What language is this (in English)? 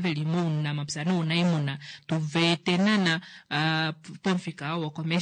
Kuanyama